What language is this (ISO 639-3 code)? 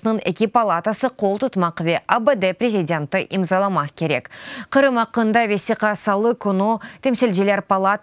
crh